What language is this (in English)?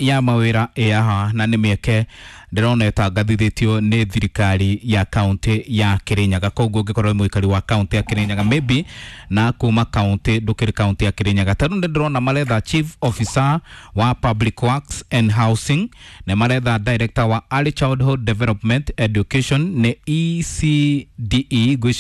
Kikuyu